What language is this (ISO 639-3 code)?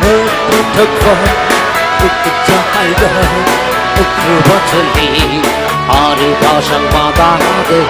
nmf